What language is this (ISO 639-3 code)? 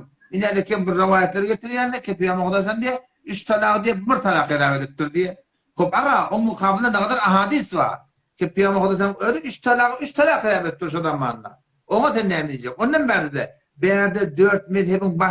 tuk